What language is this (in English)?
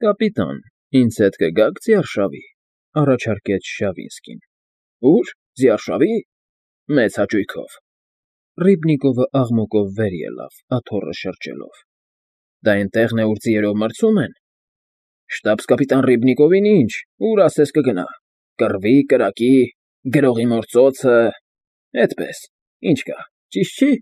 Armenian